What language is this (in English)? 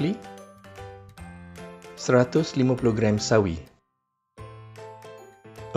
Malay